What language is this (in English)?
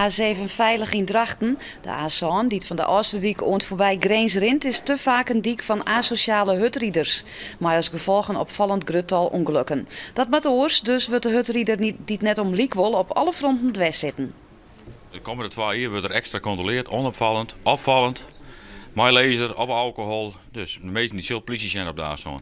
Western Frisian